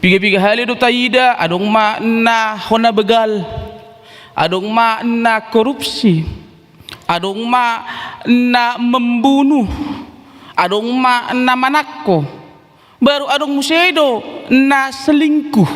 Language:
Batak Toba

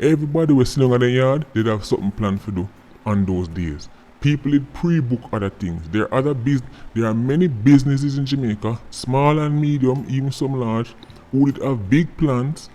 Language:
Jamaican Creole English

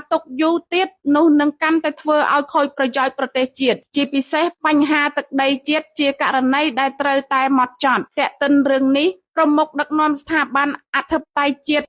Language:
Khmer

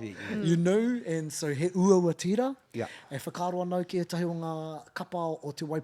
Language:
Māori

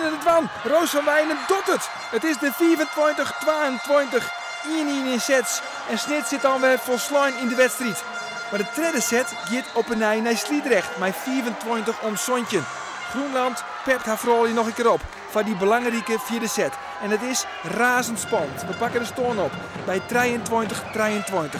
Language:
Western Frisian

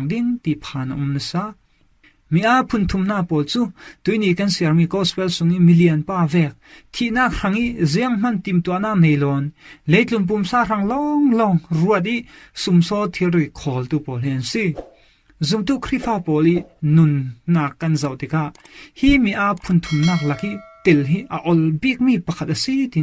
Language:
Falam Chin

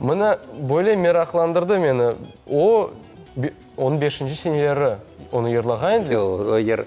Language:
Crimean Tatar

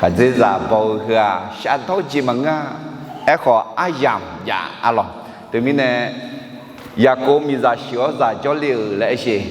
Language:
Akha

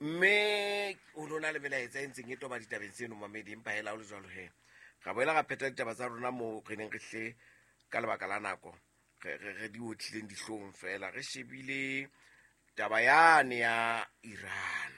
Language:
Southern Sotho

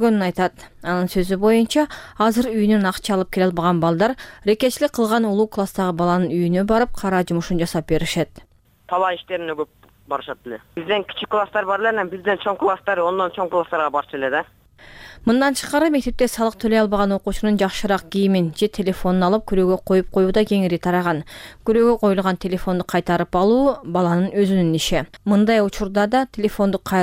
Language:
Kyrgyz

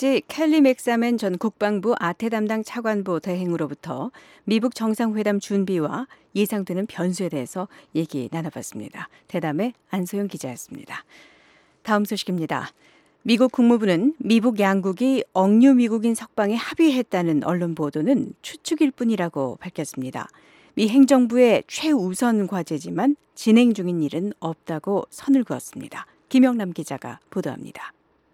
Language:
Korean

